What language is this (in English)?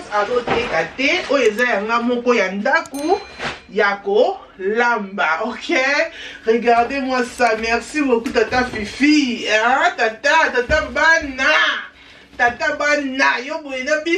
Lingala